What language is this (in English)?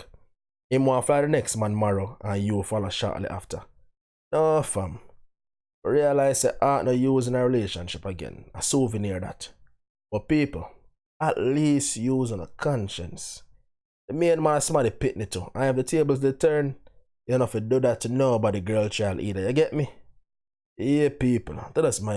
Jamaican Creole English